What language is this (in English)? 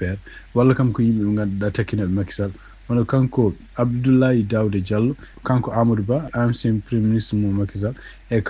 Fula